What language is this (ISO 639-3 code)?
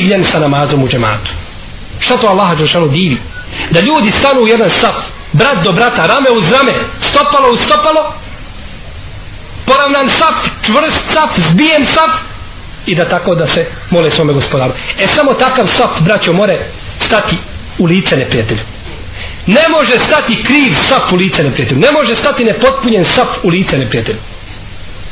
bos